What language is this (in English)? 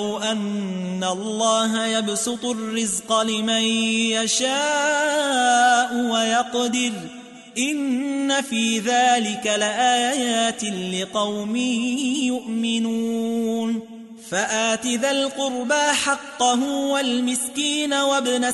Arabic